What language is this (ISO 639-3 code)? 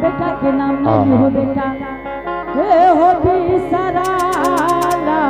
anp